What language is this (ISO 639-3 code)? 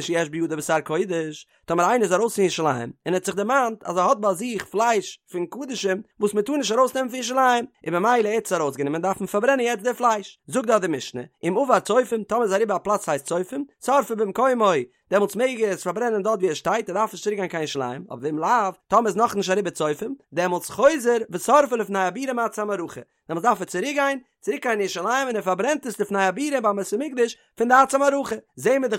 yid